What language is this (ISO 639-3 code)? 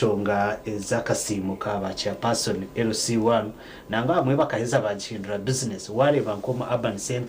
nyn